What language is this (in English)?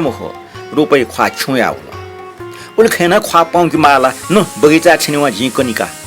Newari